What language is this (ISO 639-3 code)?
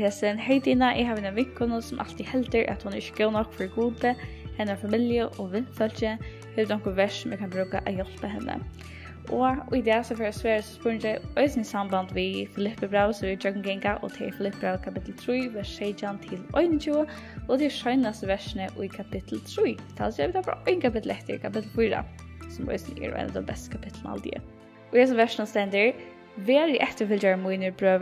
fao